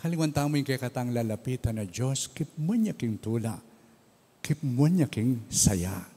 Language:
Pampanga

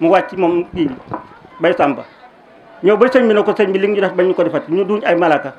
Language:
Wolof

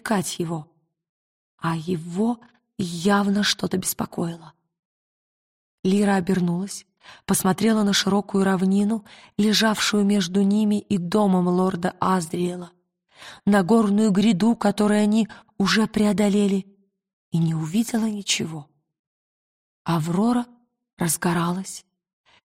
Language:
Russian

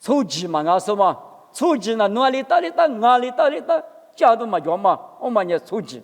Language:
Lisu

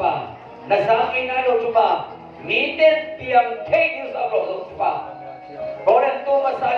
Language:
Tedim Chin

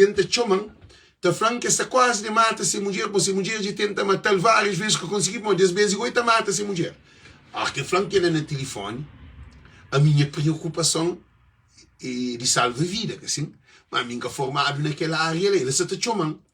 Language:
Kabuverdianu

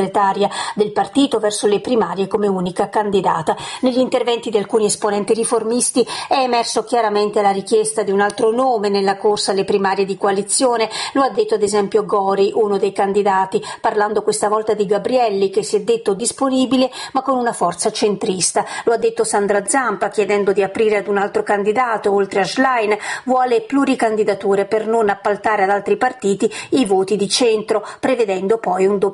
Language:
Italian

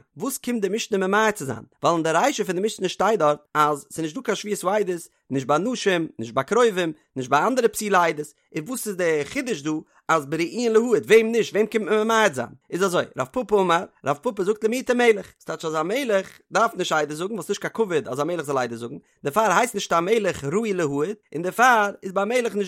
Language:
Yiddish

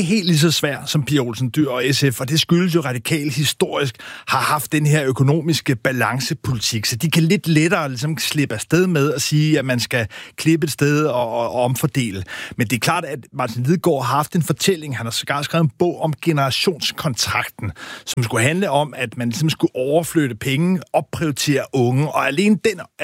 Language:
Danish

